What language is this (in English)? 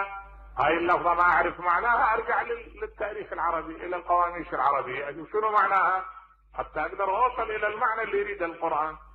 Mesopotamian Arabic